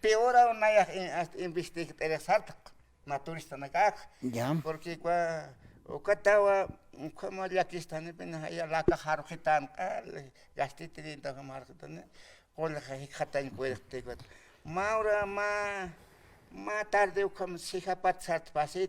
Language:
Aymara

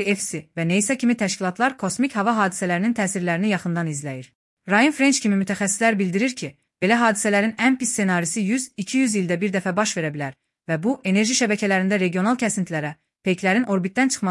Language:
Azerbaijani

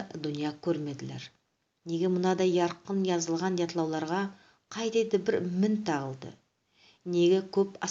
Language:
Nogai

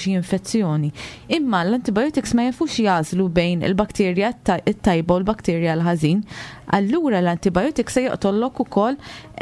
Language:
Maltese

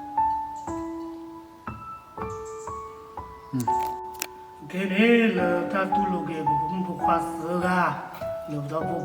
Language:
S'gaw Karen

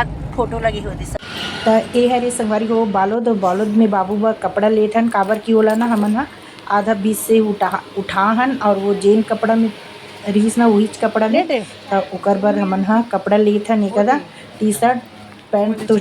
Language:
Chhattisgarhi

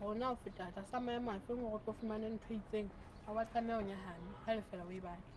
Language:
Southern Sotho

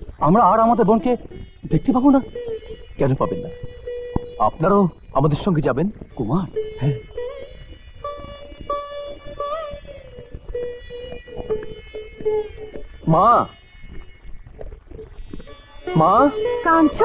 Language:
Bangla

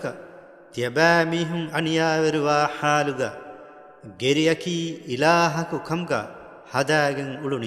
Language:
Divehi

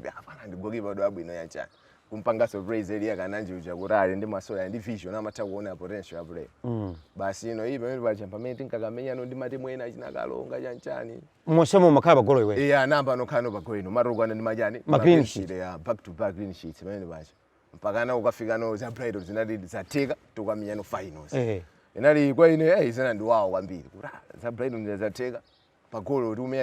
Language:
Nyanja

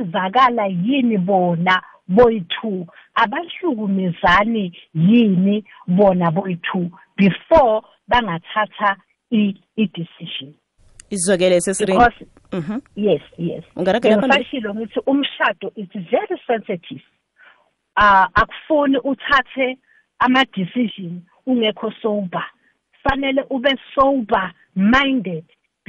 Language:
South Ndebele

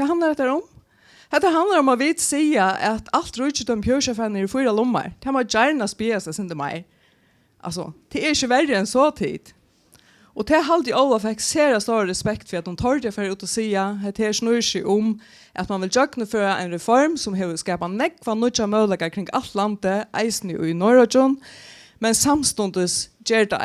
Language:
Faroese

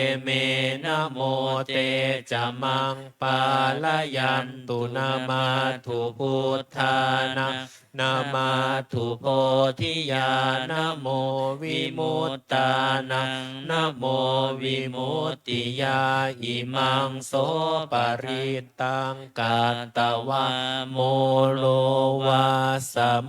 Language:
Pali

